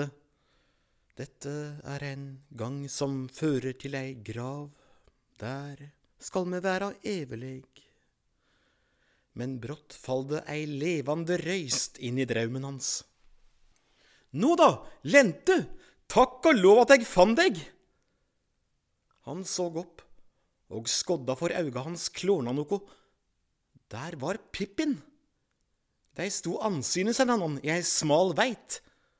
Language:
Norwegian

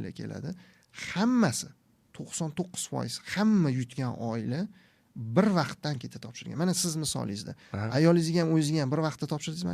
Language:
Uzbek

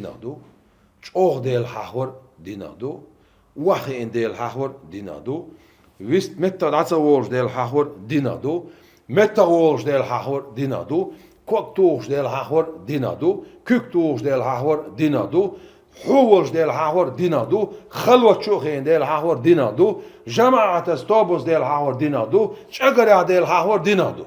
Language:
Chechen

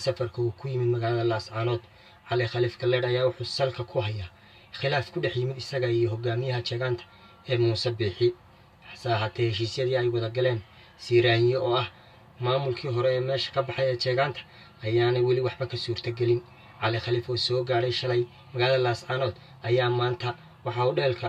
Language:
Somali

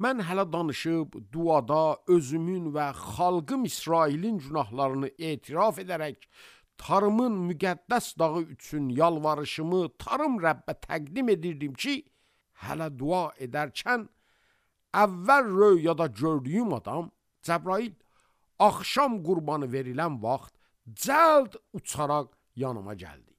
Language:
Azerbaijani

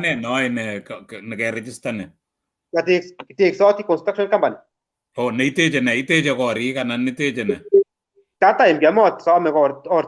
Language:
Kalenjin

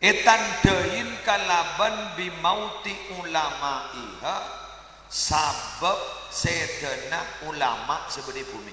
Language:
Madurese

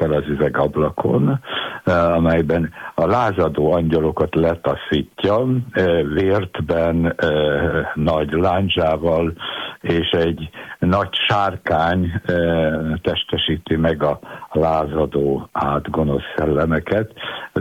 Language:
Hungarian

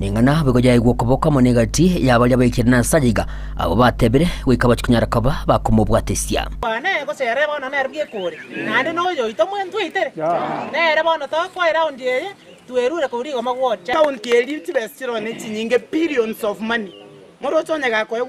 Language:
Gusii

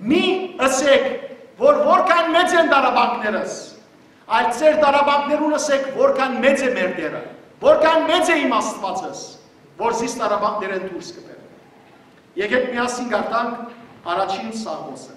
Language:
Western Armenian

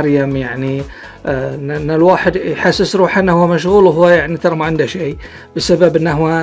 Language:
Gulf Arabic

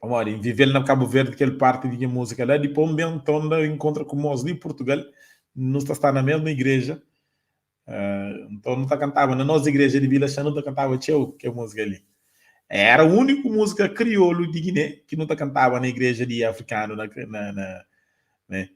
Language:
Kabuverdianu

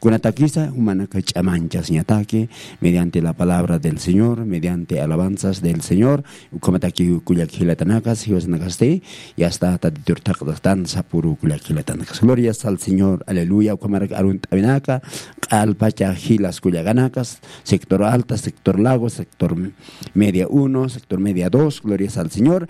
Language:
Aymara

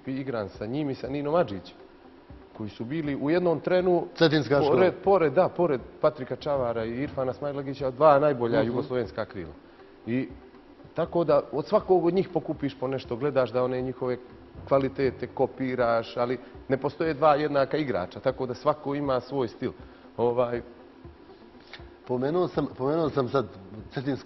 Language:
Serbian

